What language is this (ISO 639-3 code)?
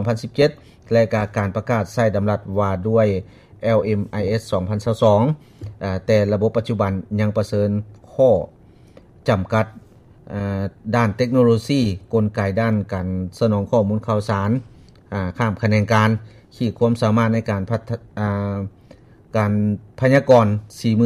lao